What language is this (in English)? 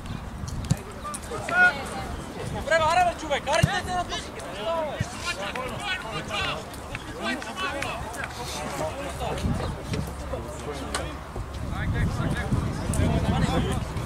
Bulgarian